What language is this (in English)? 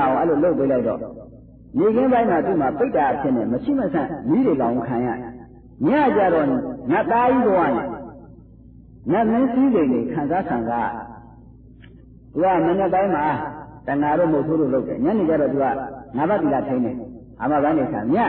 Burmese